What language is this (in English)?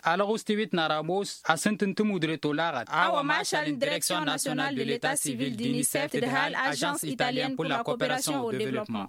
Tamasheq